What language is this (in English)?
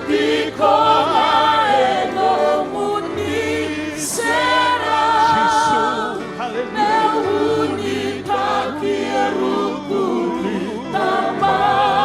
Fijian